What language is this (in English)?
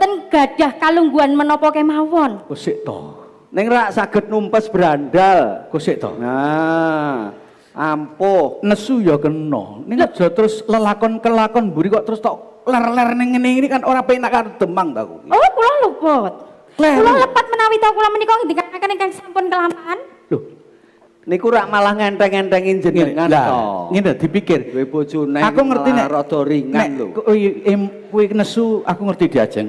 Javanese